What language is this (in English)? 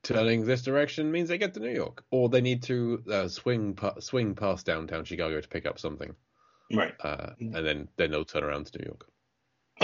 English